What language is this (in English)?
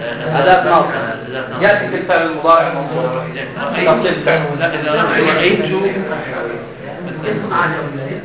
Arabic